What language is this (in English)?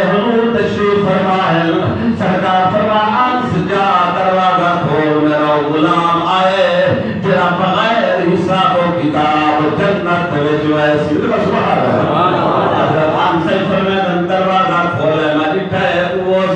Saraiki